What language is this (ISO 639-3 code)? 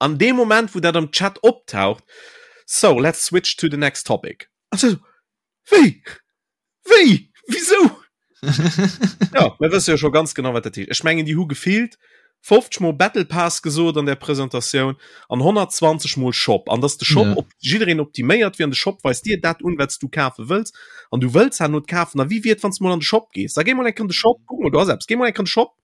ltz